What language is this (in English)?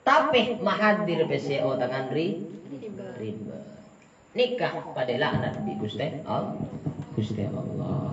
Madurese